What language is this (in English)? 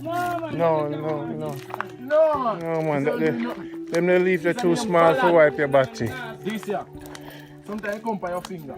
Jamaican Creole English